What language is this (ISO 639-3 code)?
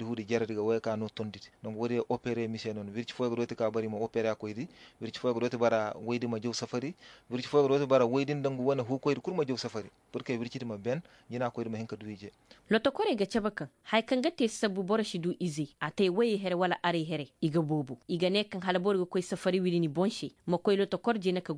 ses